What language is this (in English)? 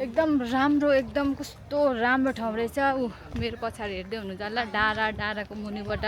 Nepali